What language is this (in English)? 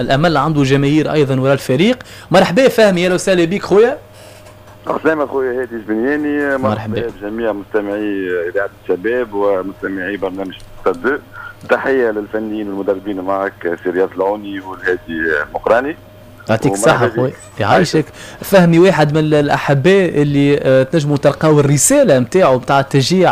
Tunisian Arabic